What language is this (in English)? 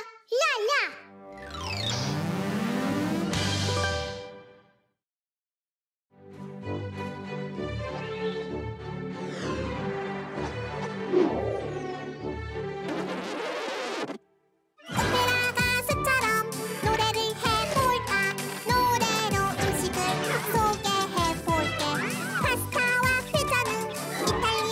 Korean